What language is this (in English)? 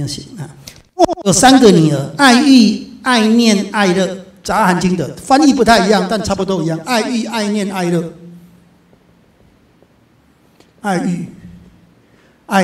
Chinese